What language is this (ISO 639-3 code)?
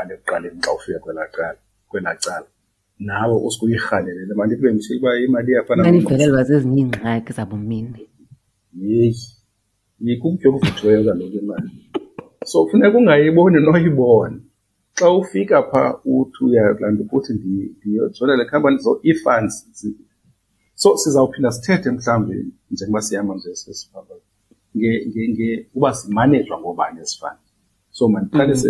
xho